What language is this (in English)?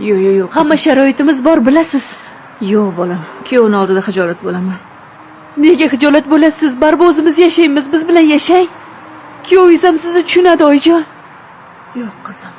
Uzbek